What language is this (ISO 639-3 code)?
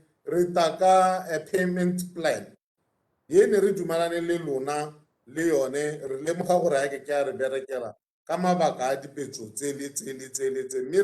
tsn